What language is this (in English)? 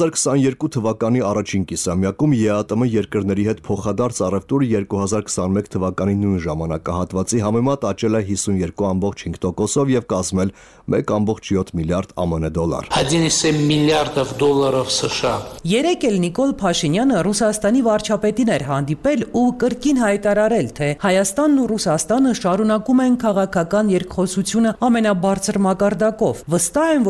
Armenian